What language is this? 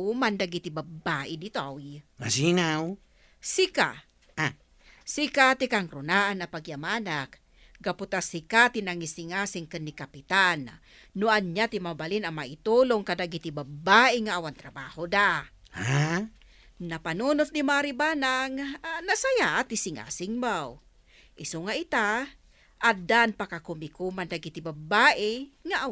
Iloko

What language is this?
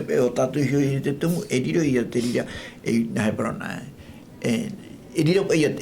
Tahitian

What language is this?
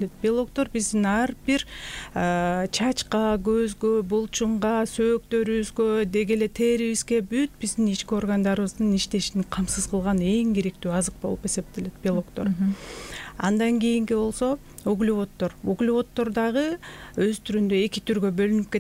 Kyrgyz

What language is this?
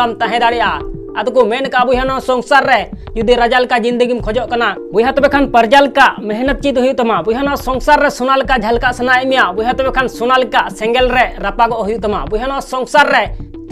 Santali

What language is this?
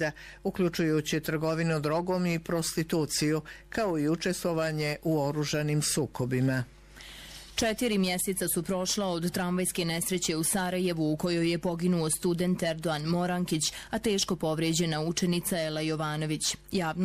Bosnian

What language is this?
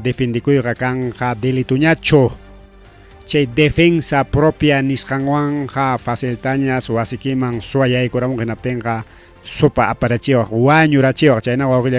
Ayacucho Quechua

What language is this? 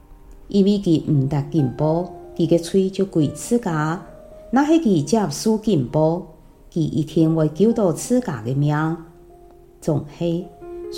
Hakka Chinese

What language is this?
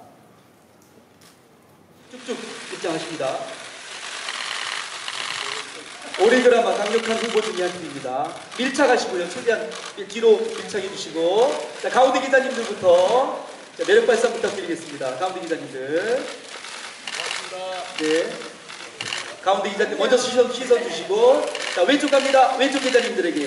Korean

